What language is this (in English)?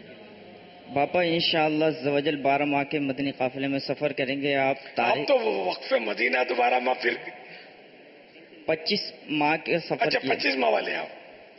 Urdu